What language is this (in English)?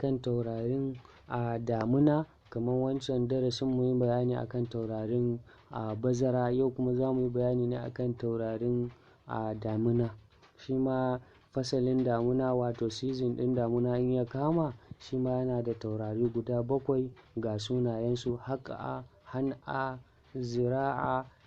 Hausa